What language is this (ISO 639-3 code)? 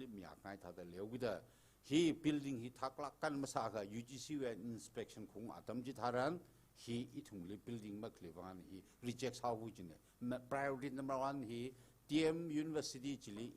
nmf